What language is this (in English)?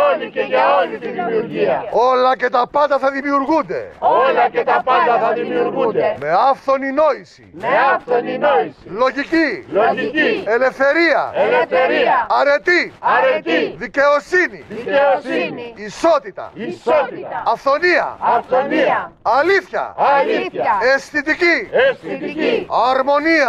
Greek